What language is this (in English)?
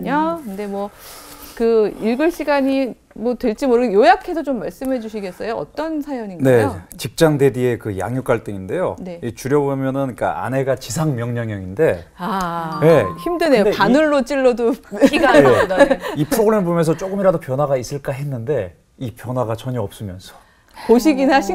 Korean